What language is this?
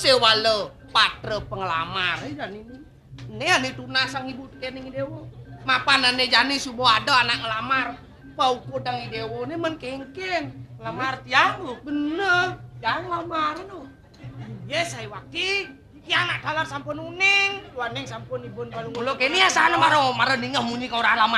Balinese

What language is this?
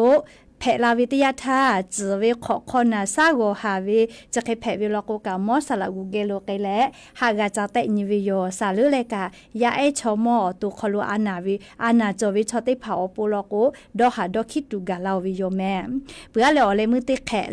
Lahu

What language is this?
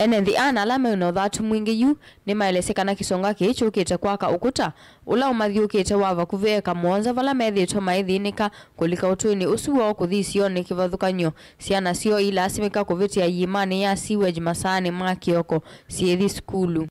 Kamba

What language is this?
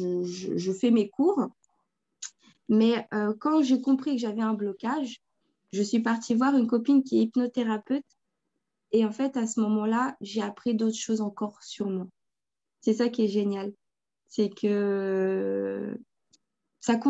French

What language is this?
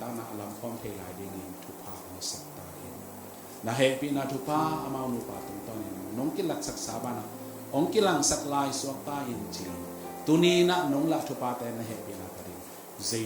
Tedim Chin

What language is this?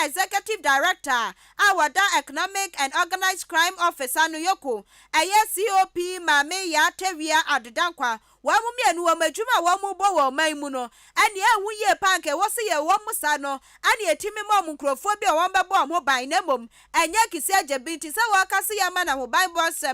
Akan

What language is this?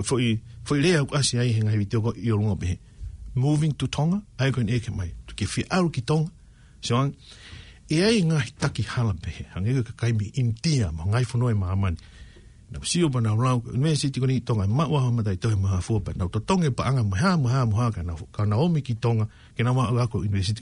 Tongan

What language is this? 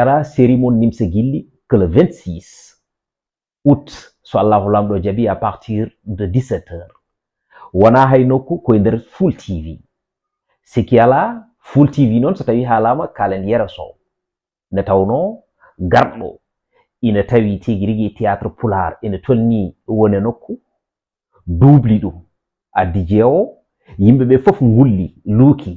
Fula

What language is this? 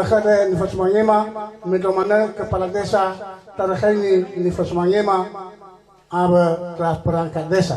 Nias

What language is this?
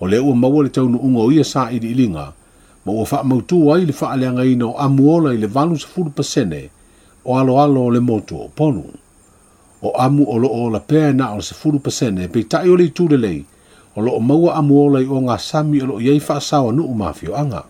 Samoan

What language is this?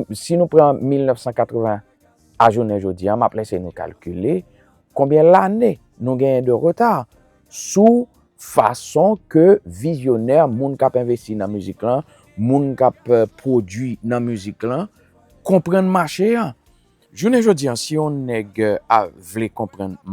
Haitian Creole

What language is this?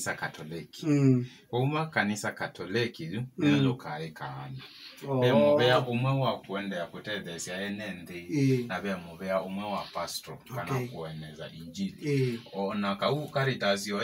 Kamba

